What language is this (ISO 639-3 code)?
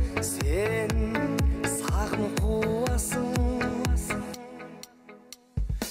kaz